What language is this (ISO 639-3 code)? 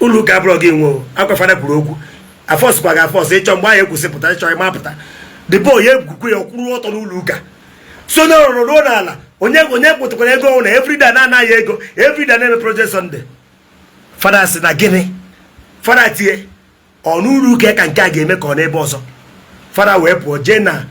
ibo